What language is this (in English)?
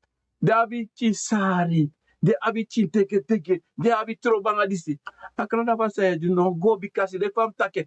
Sranan Tongo